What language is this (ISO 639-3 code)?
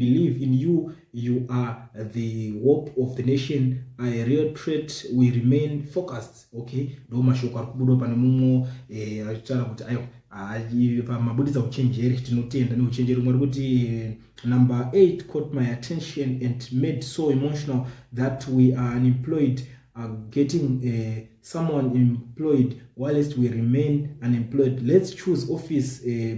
sna